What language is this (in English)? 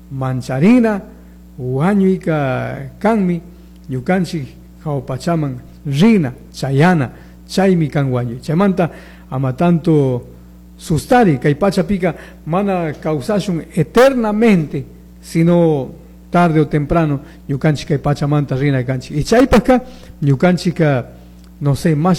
Chimborazo Highland Quichua